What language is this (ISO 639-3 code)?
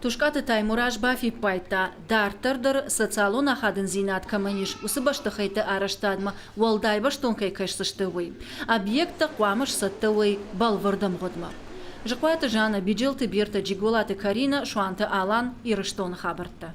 oss